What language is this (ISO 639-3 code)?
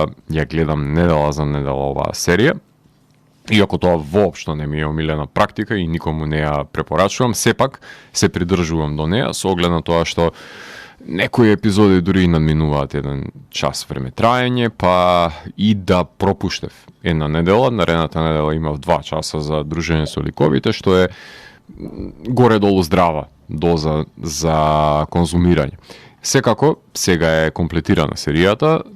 mkd